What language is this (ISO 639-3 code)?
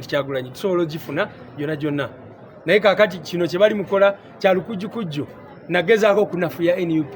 lug